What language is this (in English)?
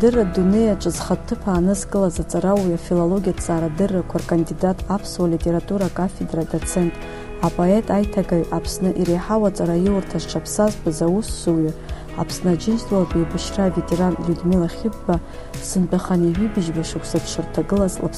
Abkhazian